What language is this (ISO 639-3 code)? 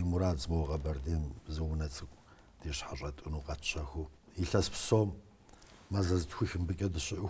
kbd